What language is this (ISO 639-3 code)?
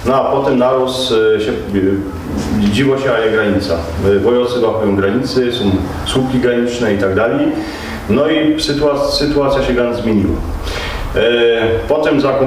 szl